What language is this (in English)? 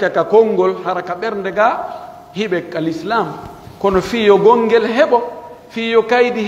Pular